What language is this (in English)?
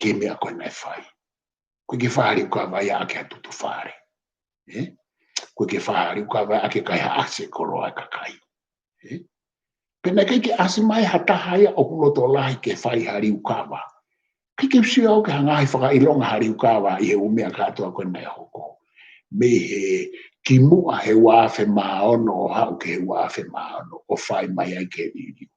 Tongan